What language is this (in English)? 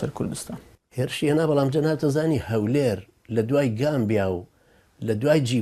Central Kurdish